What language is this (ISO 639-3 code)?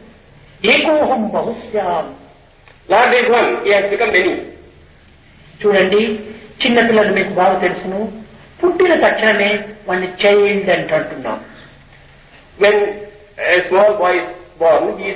tel